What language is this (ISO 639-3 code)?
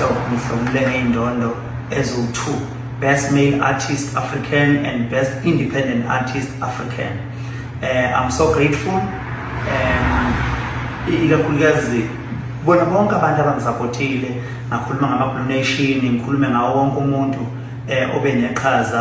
zul